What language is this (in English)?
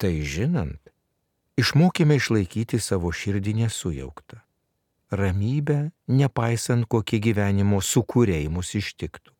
Lithuanian